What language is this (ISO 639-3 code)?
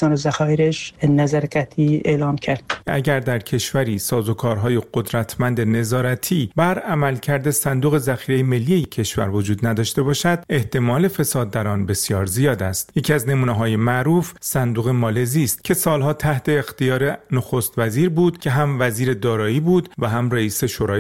fas